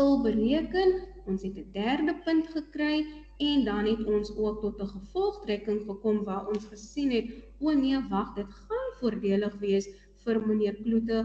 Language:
Afrikaans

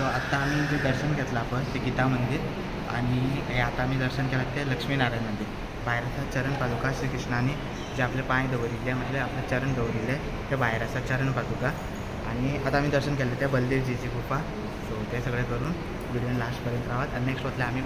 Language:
Konkani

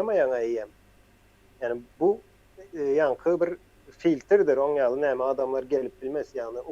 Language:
Turkmen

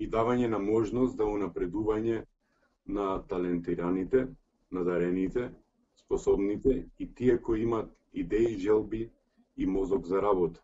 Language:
Macedonian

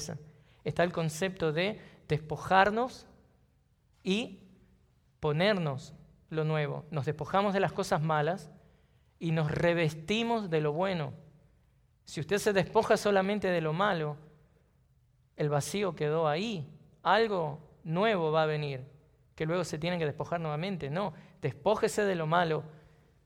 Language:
Spanish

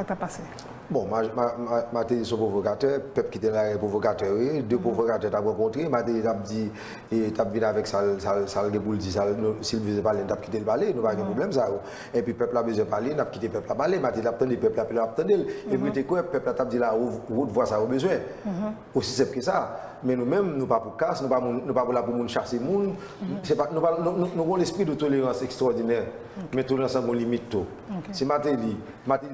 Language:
Haitian Creole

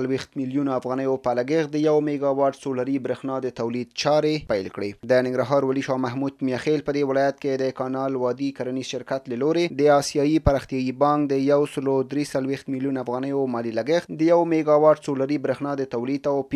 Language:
Pashto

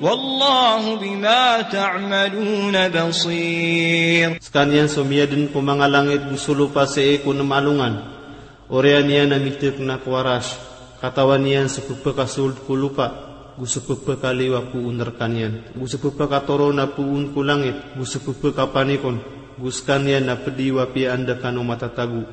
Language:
Maranao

